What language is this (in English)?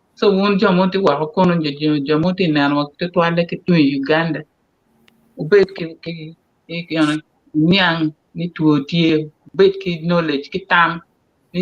Acoli